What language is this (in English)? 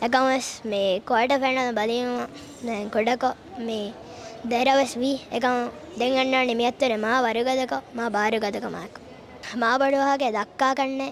Divehi